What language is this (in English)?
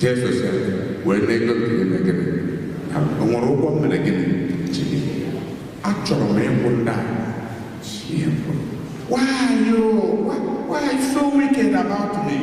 Igbo